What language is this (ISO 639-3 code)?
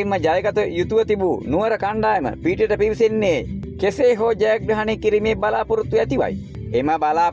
sin